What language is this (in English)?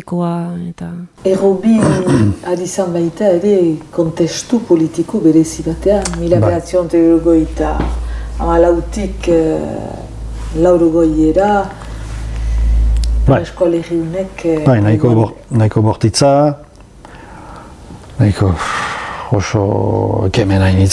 Basque